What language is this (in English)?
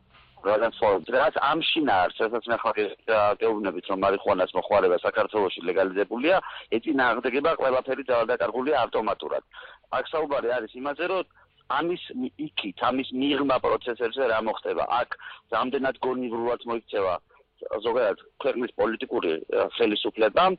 Georgian